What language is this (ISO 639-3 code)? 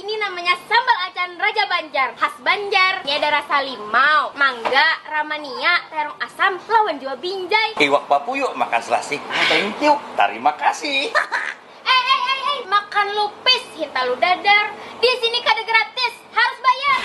bjn